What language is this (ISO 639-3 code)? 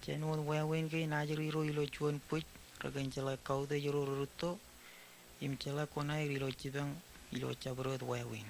mah